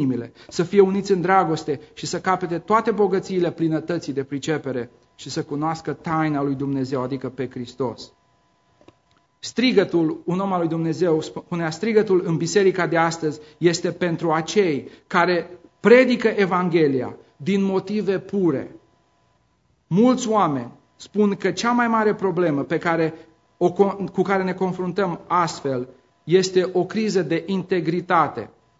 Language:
Romanian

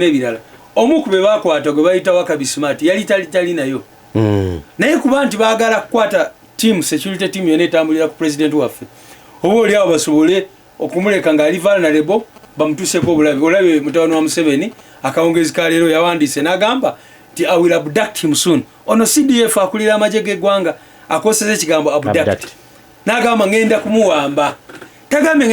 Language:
Ganda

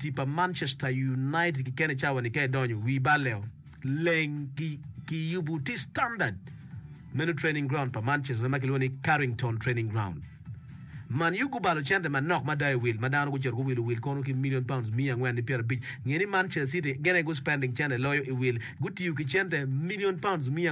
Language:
Acoli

